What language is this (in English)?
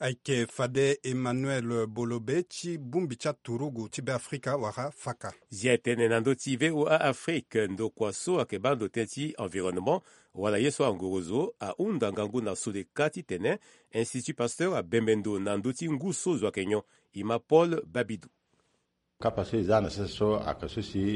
Sango